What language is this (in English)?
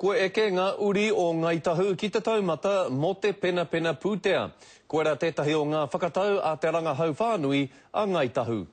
Māori